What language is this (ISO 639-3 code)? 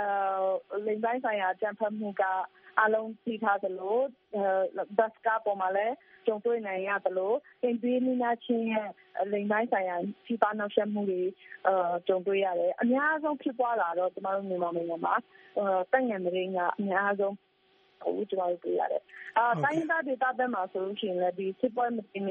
mya